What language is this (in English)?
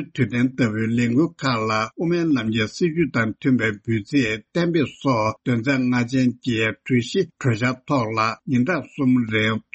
Tibetan